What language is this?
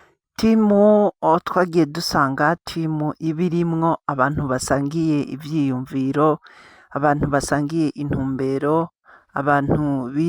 Rundi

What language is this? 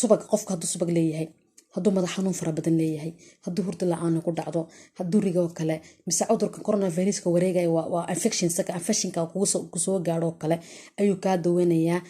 Somali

